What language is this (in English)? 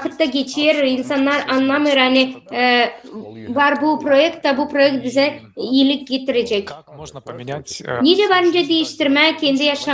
Gagauz